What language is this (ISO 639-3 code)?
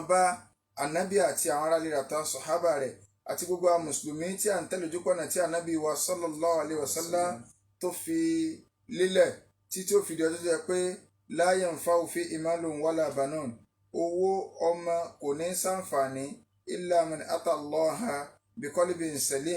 yor